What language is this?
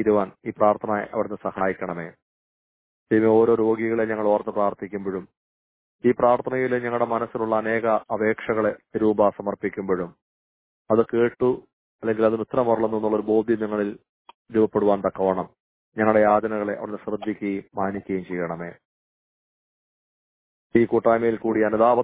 Malayalam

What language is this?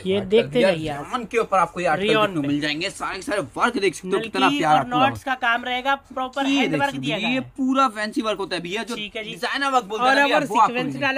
Hindi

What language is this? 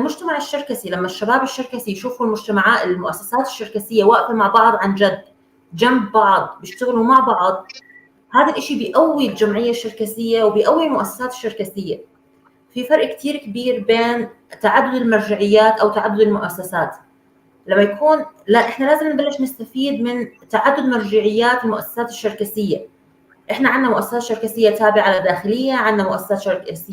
North Levantine Arabic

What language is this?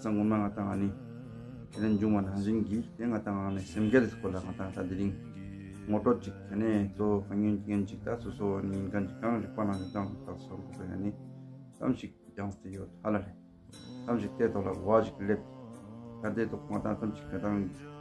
Tibetan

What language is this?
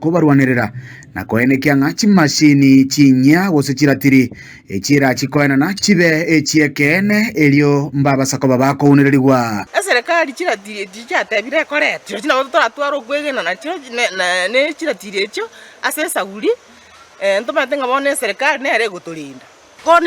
Gusii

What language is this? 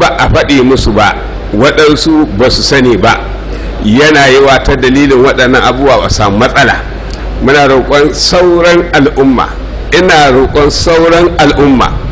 Hausa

